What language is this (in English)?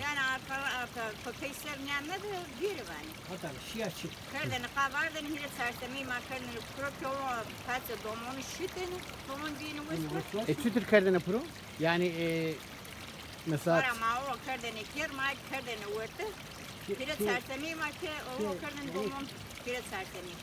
Zaza